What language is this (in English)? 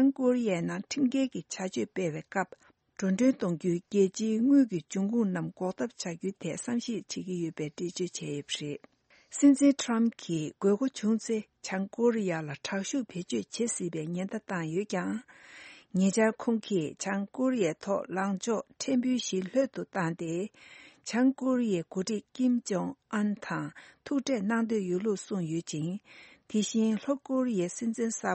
Tibetan